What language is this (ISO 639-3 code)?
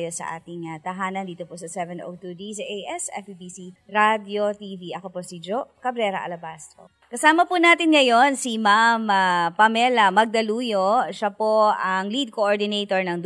fil